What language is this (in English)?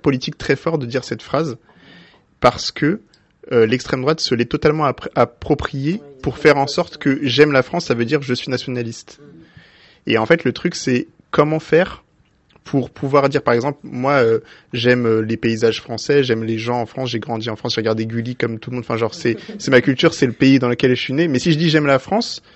French